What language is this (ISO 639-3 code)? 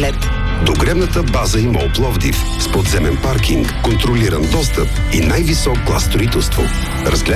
bul